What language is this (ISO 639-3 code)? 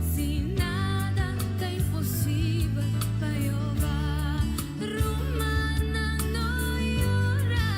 pap